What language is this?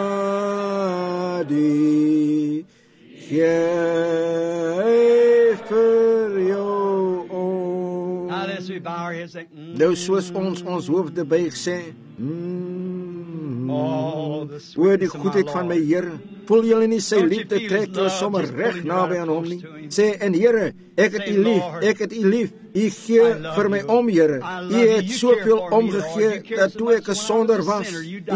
Afrikaans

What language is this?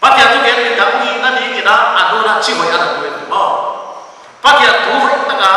Paite Chin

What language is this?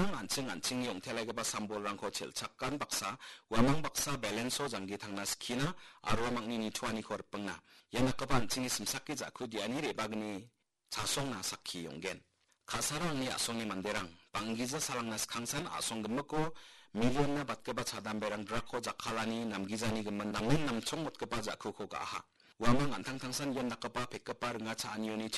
Garo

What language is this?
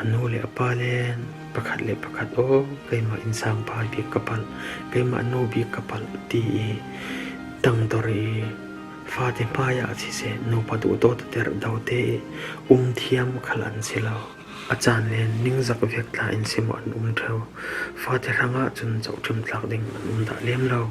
Falam Chin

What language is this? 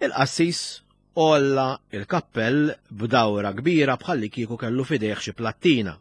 Maltese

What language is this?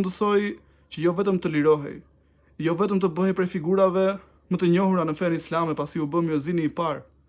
Albanian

